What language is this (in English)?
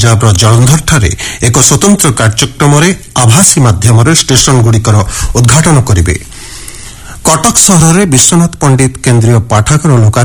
Odia